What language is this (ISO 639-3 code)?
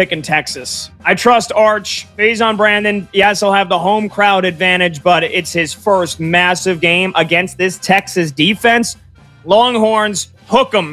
eng